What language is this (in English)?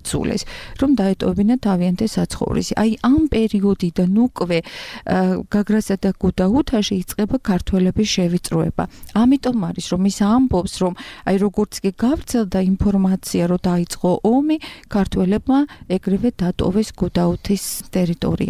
Georgian